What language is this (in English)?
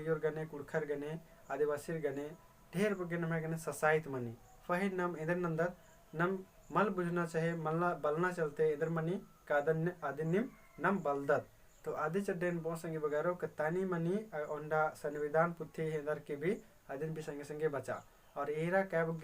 Kurukh